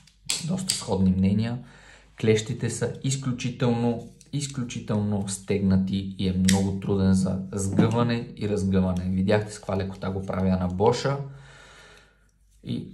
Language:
Bulgarian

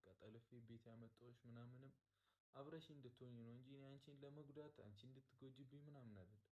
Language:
Amharic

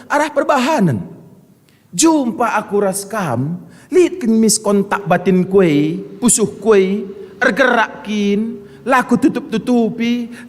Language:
Batak Karo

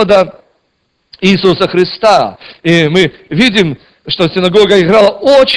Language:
Russian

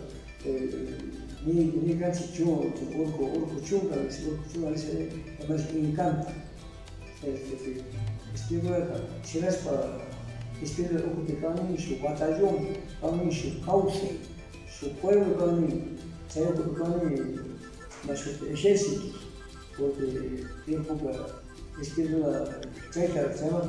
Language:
Cañar Highland Quichua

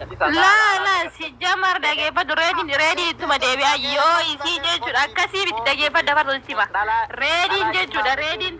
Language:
Oromo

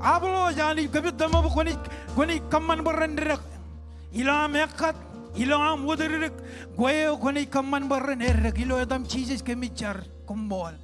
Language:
Marshallese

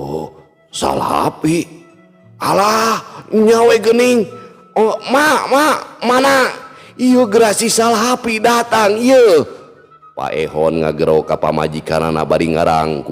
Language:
Sundanese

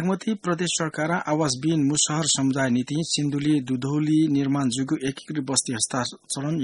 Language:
Newari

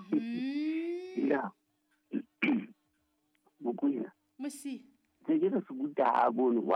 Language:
Southern Sotho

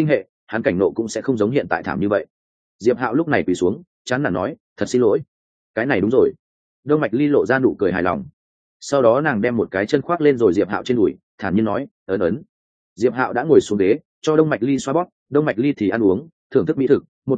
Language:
Vietnamese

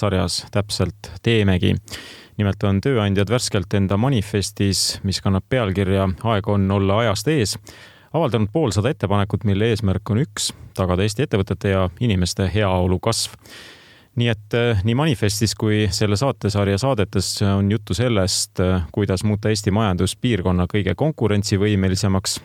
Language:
Estonian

